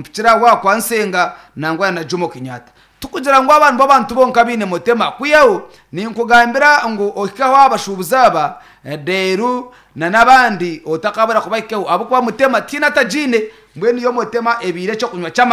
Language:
Nyankole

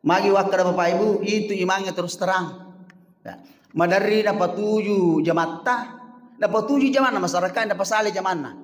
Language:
Buginese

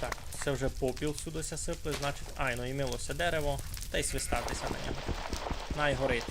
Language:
Rusyn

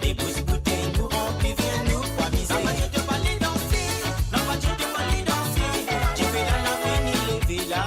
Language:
Morisyen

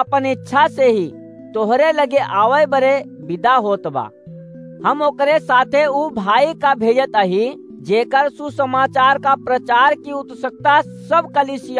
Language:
Awadhi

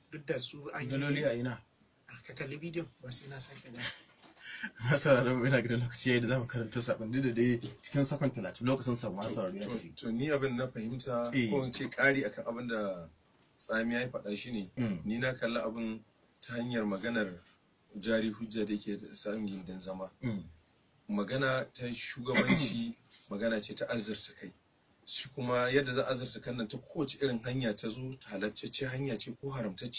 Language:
Hausa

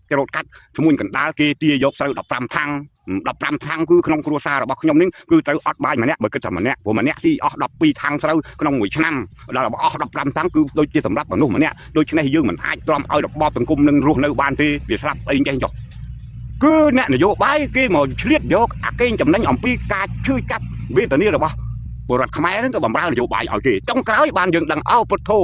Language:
Khmer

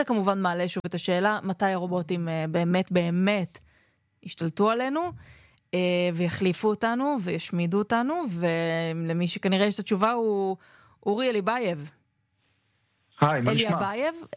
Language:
Hebrew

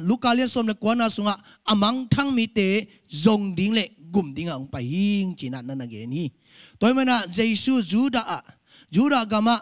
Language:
Tedim Chin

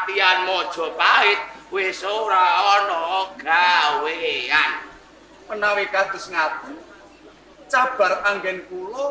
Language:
Javanese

